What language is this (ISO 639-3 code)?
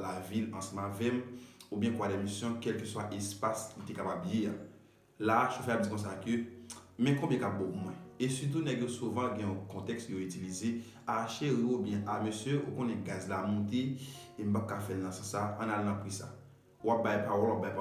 hat